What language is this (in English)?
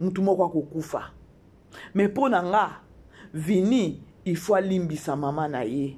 Lingala